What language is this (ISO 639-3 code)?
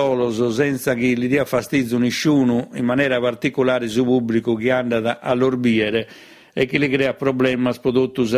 srd